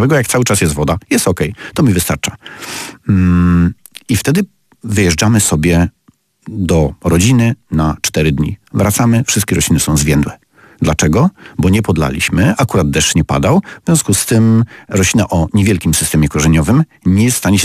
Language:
Polish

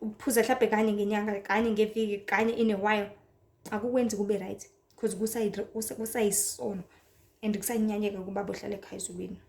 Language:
Zulu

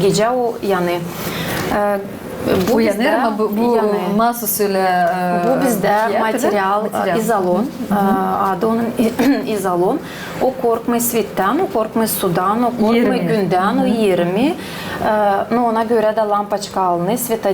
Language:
Gagauz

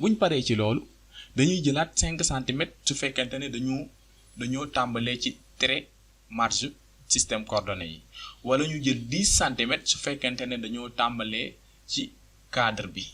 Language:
Wolof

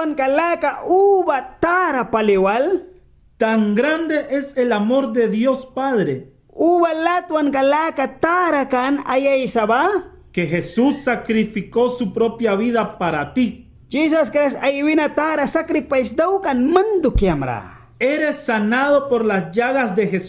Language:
Mískito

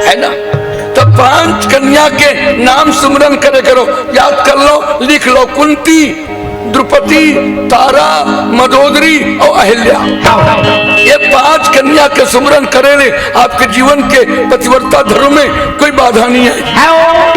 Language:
Chhattisgarhi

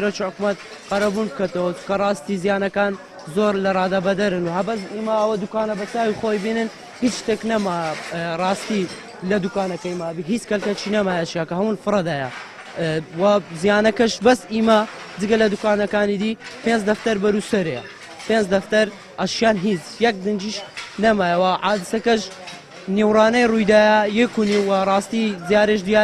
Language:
Central Kurdish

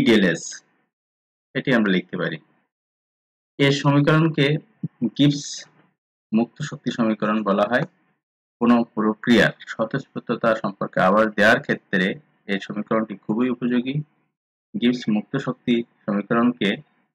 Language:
Bangla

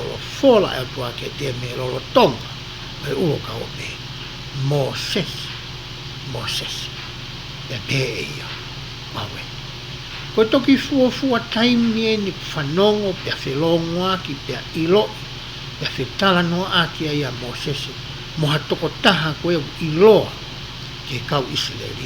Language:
Tongan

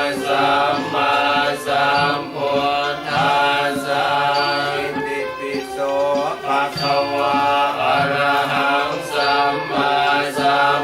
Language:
Pali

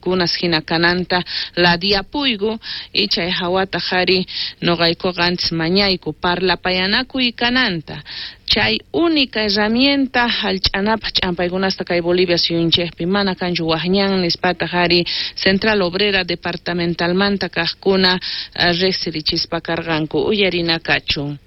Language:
South Bolivian Quechua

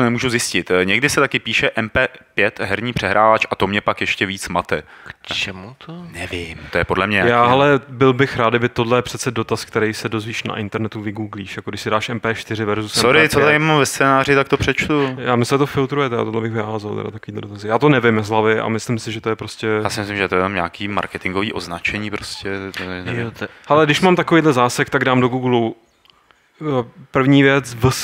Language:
Czech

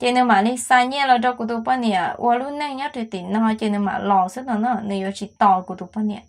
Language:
Hmong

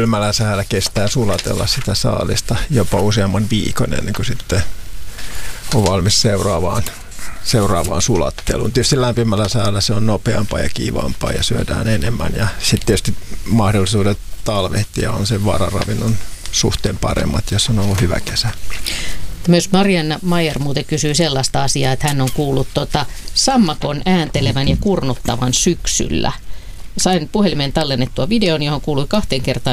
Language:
Finnish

